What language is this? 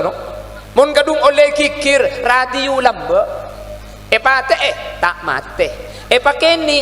Madurese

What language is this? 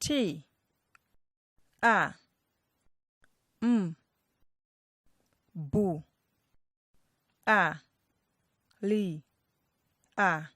Nyanja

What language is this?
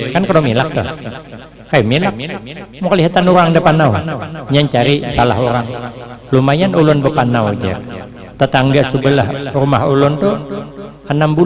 Banjar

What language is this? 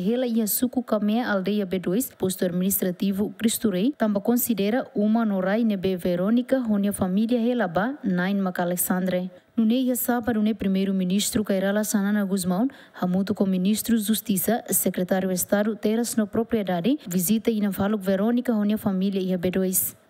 Tetum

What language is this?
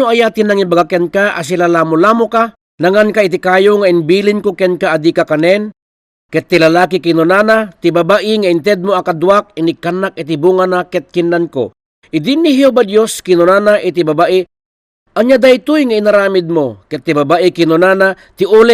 Iloko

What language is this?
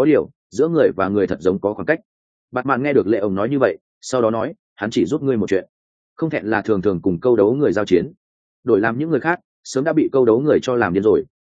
Vietnamese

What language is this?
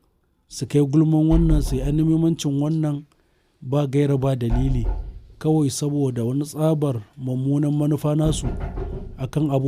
Hausa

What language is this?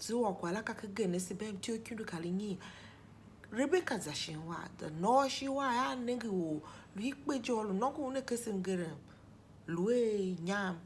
Tiv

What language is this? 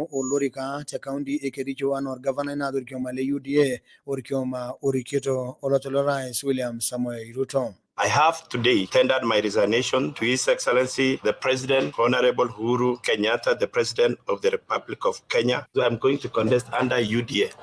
Masai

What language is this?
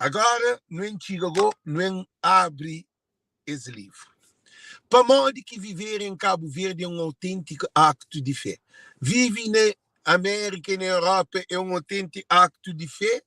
Kabuverdianu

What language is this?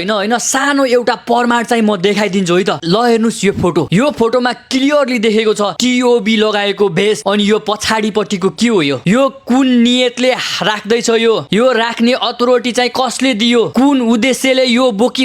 Nepali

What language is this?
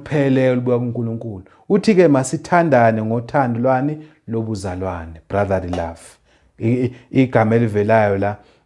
Zulu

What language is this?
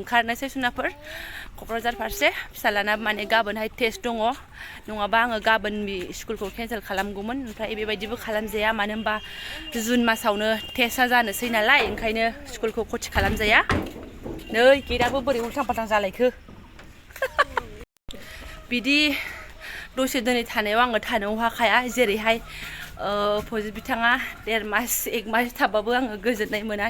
Bodo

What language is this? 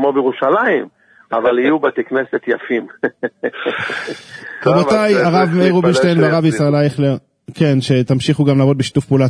Hebrew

